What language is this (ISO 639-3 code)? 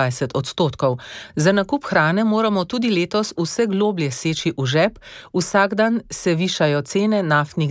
slv